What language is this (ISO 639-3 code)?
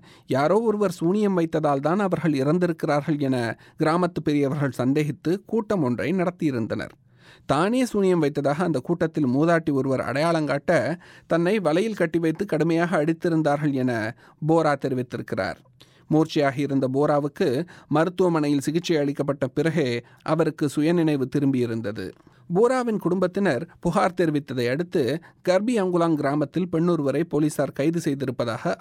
tam